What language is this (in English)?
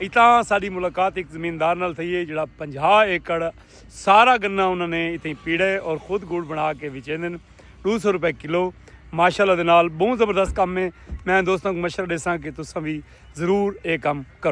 Saraiki